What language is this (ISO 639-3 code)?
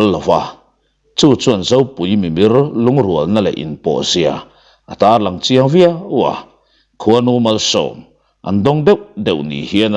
lus